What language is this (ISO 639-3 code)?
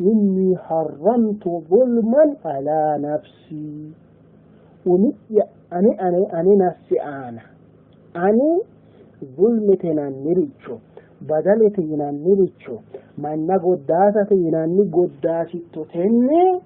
sid